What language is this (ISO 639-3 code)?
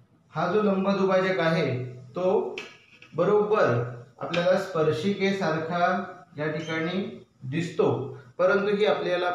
mar